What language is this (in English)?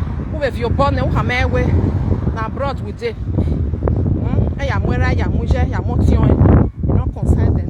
Nigerian Pidgin